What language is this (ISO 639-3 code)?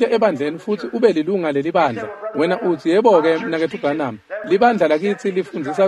ssw